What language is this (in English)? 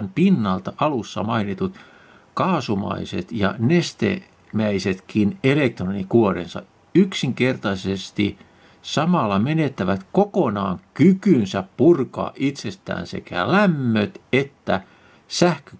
Finnish